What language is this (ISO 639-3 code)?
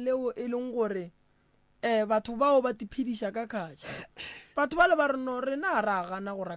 nso